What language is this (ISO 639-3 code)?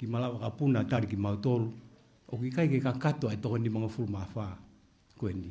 ton